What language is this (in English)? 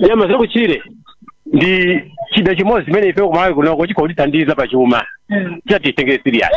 Nyanja